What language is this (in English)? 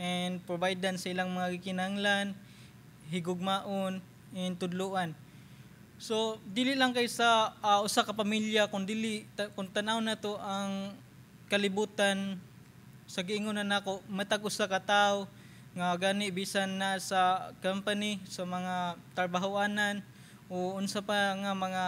Cebuano